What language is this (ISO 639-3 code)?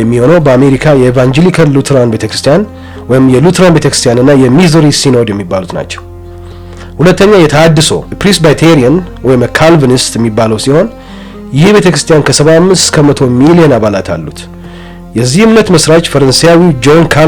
amh